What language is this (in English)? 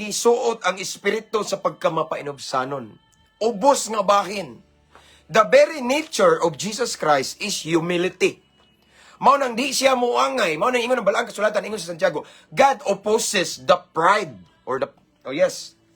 Cebuano